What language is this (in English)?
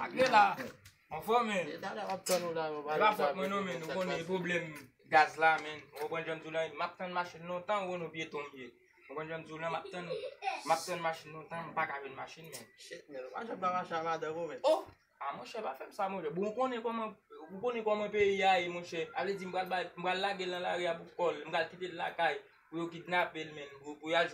Haitian Creole